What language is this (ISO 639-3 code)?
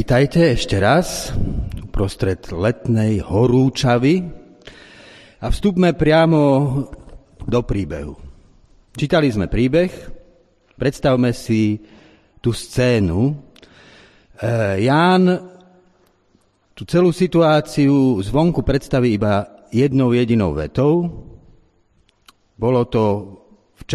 slk